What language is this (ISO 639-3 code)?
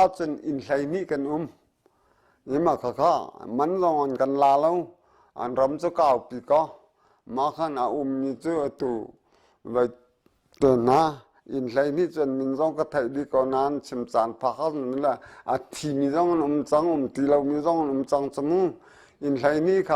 cnh